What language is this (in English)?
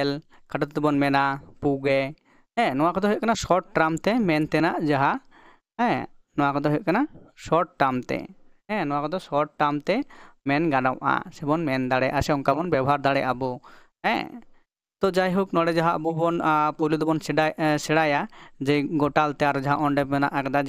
Santali